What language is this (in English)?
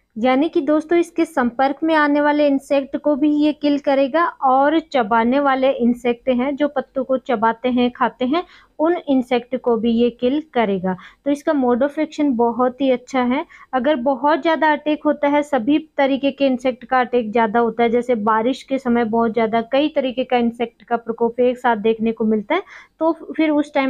Hindi